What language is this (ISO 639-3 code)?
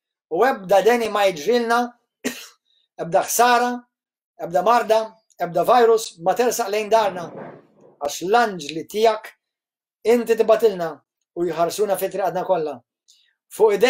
mlt